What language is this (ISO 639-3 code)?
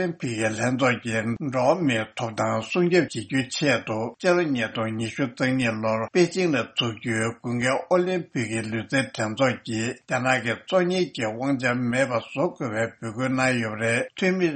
bod